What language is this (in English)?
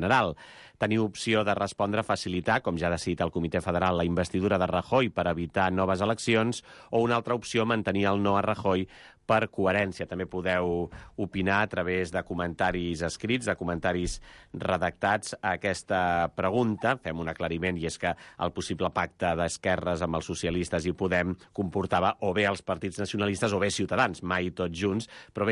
Catalan